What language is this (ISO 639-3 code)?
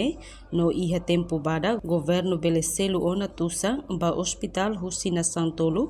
tet